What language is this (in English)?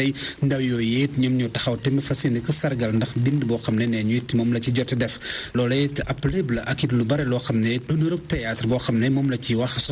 Wolof